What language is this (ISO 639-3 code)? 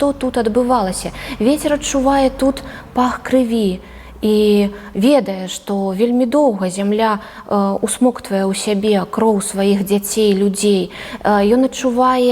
bel